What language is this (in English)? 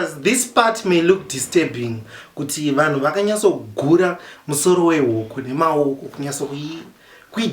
Shona